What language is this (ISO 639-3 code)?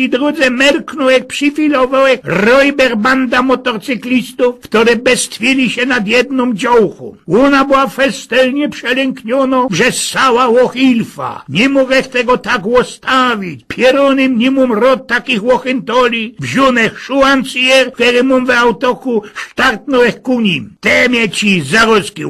szl